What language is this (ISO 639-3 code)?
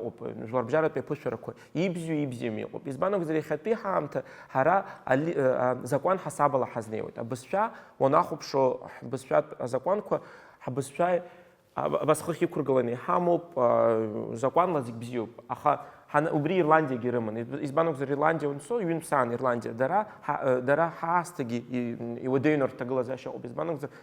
abk